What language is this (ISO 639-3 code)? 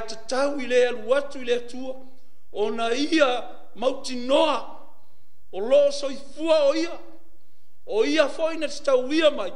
smo